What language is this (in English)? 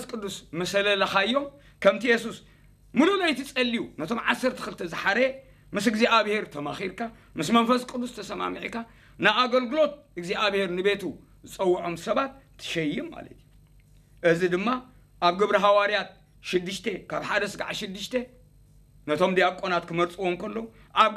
Tigrinya